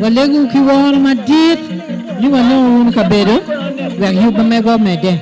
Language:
Acoli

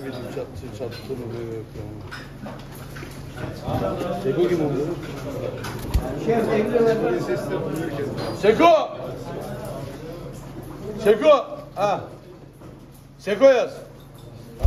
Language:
Turkish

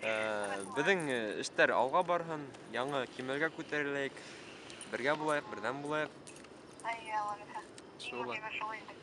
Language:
Bashkir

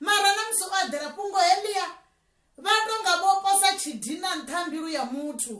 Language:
Venda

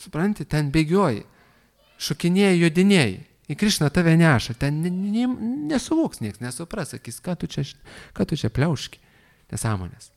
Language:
Lithuanian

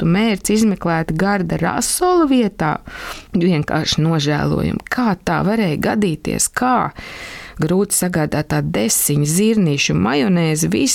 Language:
Latvian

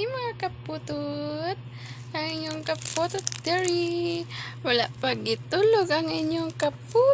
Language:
Cebuano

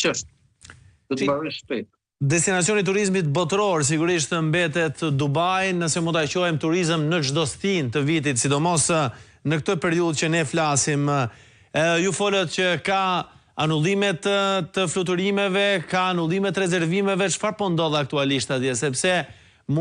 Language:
Albanian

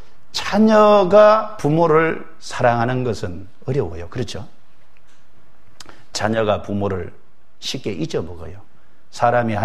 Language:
Korean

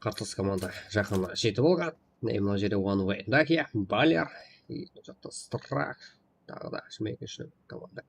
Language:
Kara-Kalpak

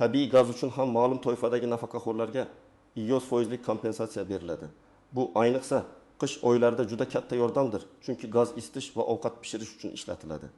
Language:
Uzbek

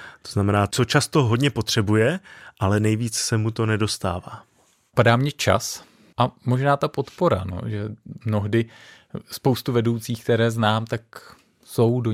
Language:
Czech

